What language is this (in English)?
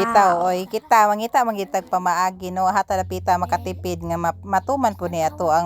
Cebuano